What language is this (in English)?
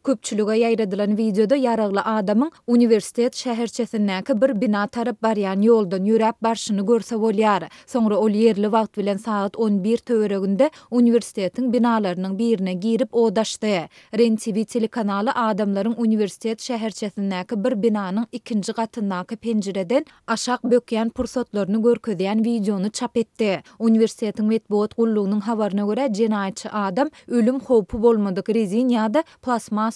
Turkmen